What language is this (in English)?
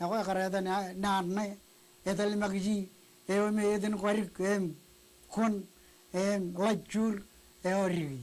Marshallese